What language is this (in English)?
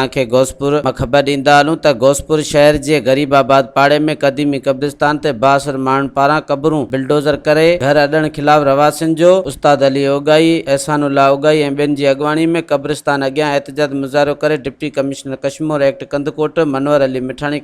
Sindhi